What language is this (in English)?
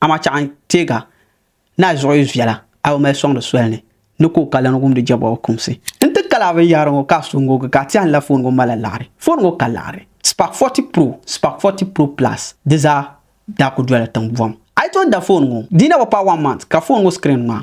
Dagbani